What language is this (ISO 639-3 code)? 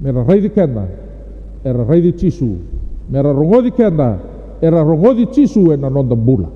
fij